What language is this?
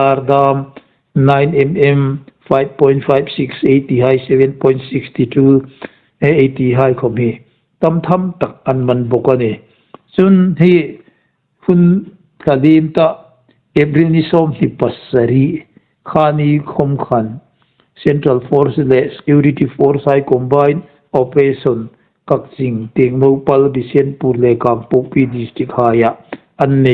Hmar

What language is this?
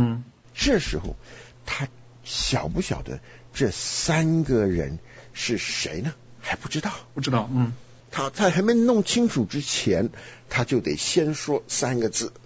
Chinese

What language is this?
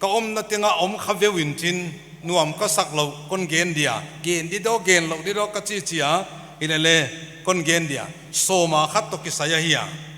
Paite Chin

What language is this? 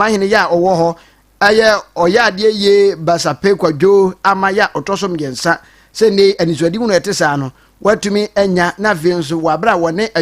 Akan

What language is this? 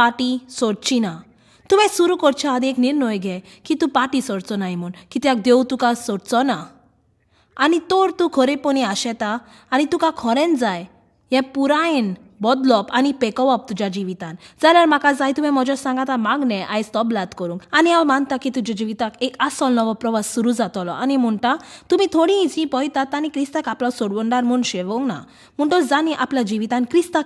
Konkani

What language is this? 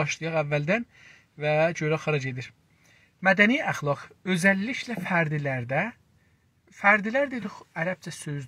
South Azerbaijani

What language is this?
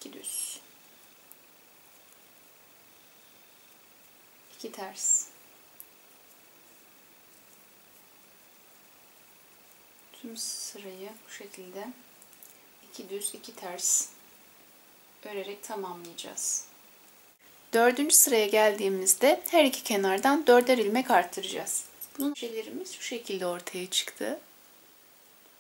Turkish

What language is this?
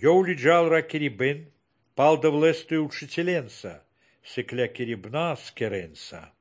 Lithuanian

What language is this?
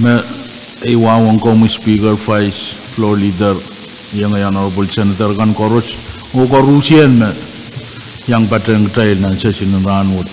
Pohnpeian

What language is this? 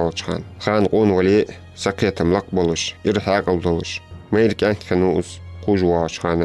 Ingush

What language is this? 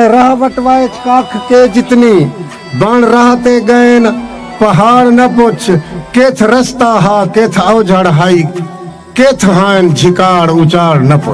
Saraiki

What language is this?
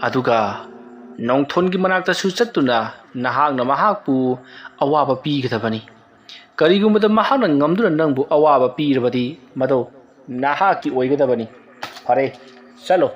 Manipuri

